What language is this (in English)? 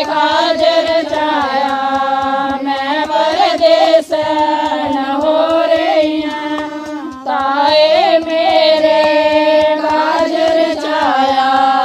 Dogri